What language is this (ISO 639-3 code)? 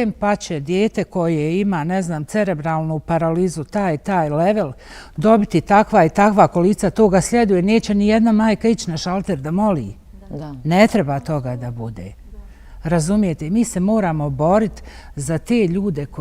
bos